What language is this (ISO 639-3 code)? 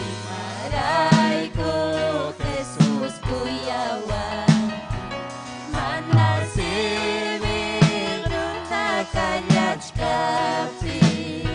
quy